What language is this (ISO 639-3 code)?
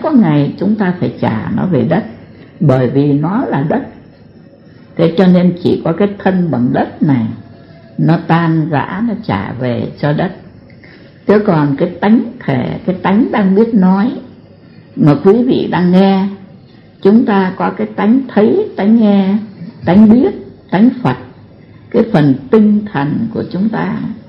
vie